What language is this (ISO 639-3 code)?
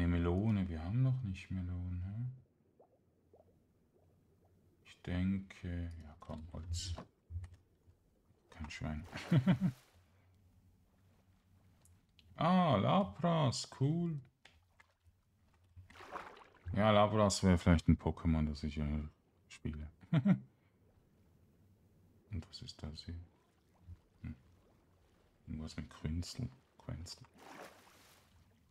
deu